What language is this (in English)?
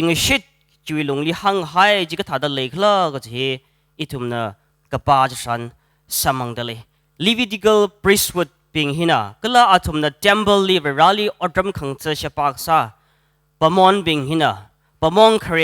Tangkhul Naga (India)